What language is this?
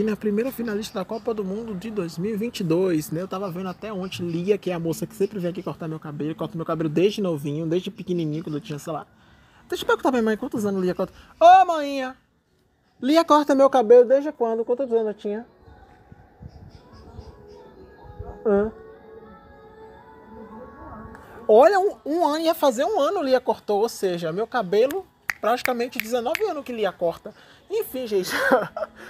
Portuguese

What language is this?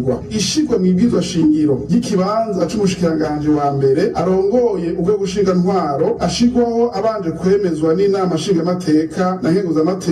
Rundi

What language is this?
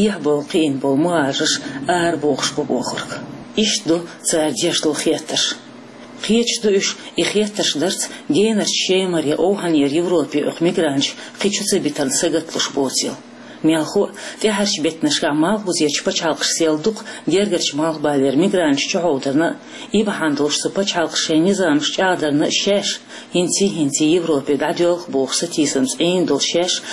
Chechen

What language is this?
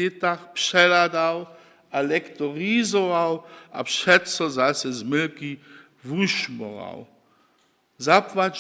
Upper Sorbian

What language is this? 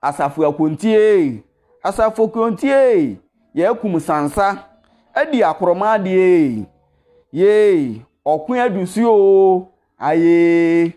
Akan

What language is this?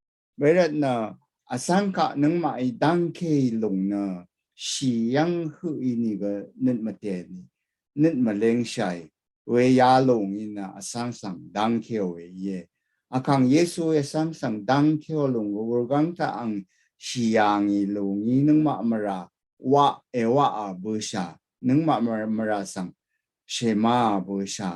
Rawang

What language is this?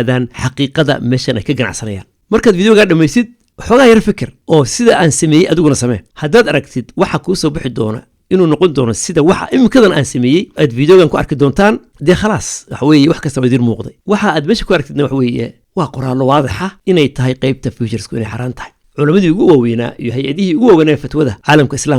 Somali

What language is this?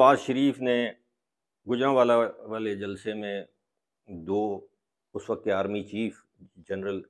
Urdu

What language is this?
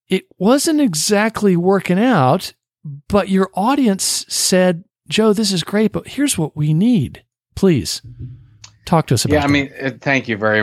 English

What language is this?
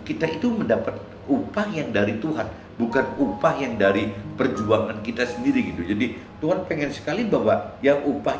Indonesian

